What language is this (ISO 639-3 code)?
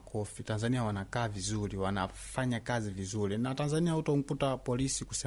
swa